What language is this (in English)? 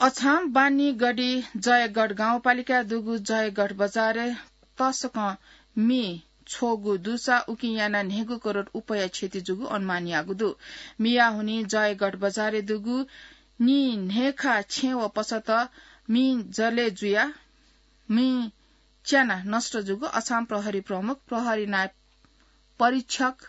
Newari